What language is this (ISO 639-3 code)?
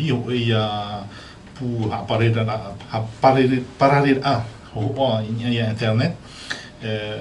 tah